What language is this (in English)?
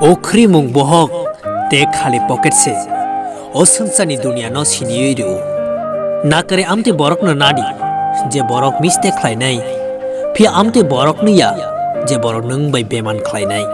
Kok Borok